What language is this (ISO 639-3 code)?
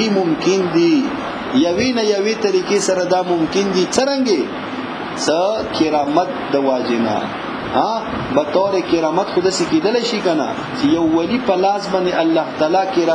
pus